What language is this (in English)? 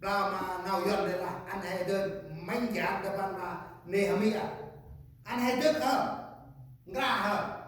Central Mnong